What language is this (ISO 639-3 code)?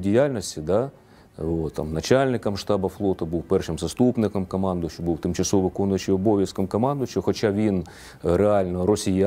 ukr